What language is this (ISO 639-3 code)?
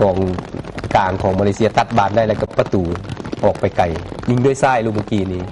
lao